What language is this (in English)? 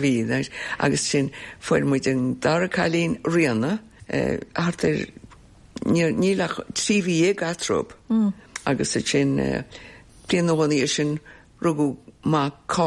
Irish